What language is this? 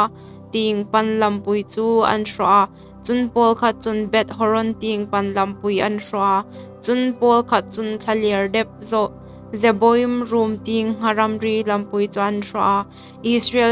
Hmar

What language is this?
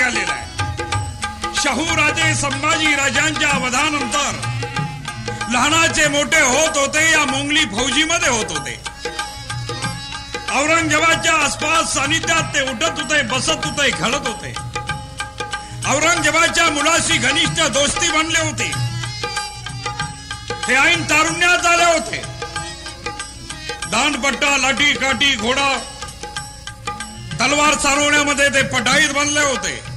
Marathi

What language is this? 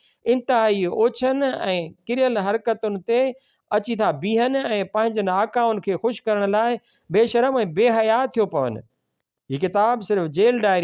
Sindhi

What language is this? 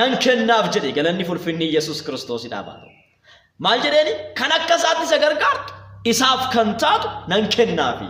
Oromo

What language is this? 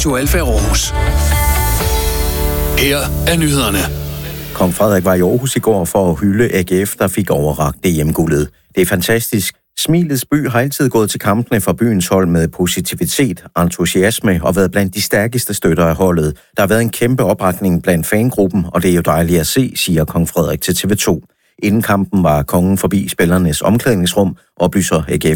Danish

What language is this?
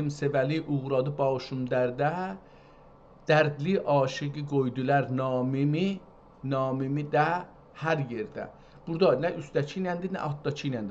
South Azerbaijani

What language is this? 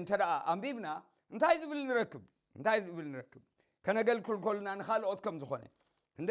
Tigrinya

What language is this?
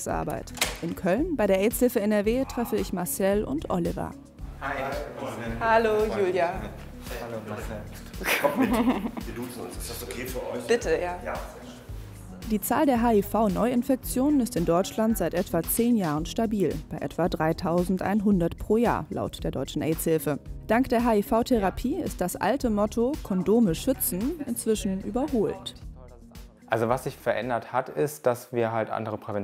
German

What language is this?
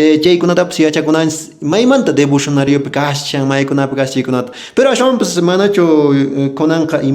Quechua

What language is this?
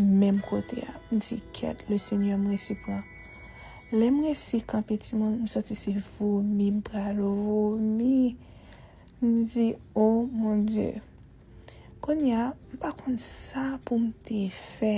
Haitian Creole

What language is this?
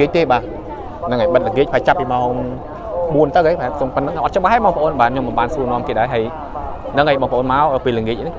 Khmer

